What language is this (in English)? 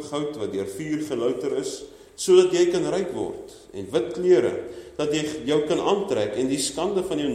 Afrikaans